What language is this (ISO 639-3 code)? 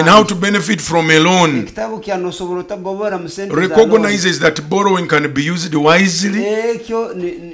nyo